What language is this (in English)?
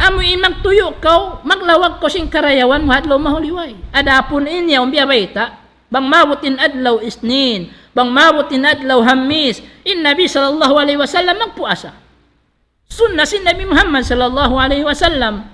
Tausug